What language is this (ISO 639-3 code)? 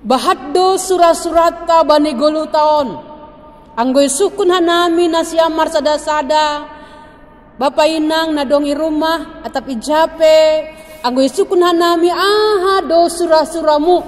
bts